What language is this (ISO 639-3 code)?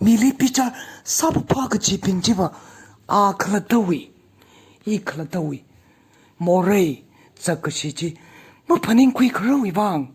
nmf